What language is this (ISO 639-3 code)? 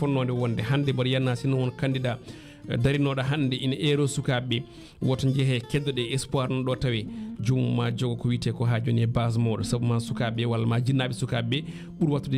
ful